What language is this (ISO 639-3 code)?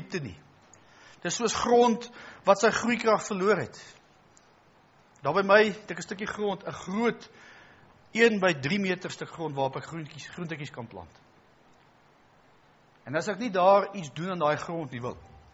afr